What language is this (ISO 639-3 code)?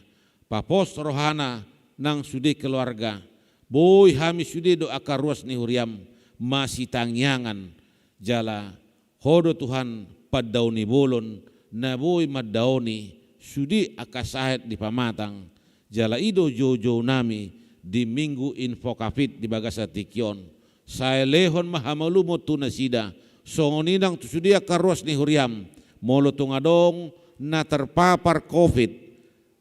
bbc